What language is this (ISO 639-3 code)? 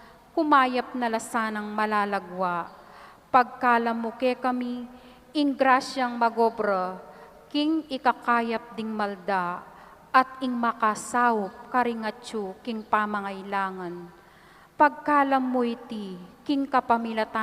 pam